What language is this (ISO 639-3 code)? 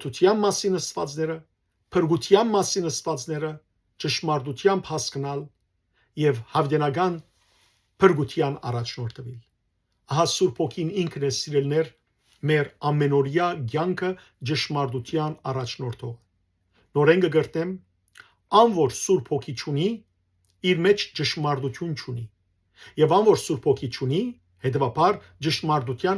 hyw